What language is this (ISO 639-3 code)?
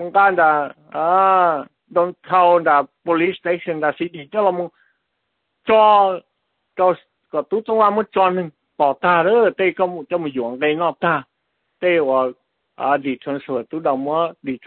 vie